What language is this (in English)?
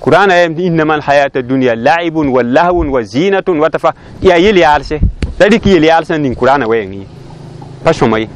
Mossi